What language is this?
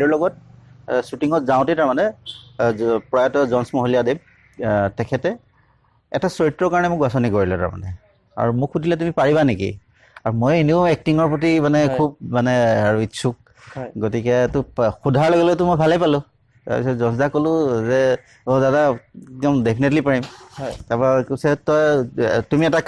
Assamese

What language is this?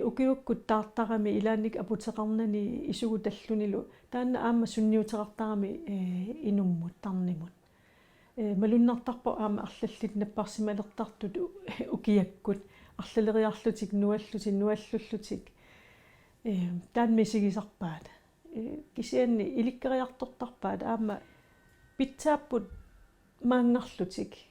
Kalaallisut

